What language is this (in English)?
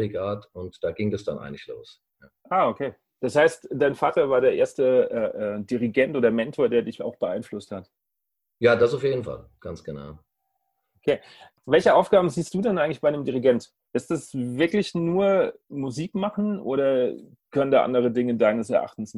German